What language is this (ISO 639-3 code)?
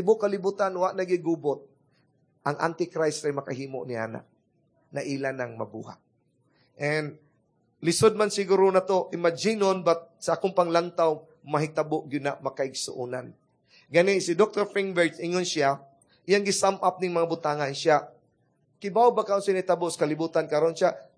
ceb